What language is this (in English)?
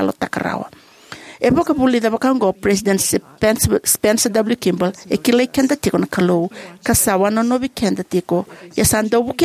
Fijian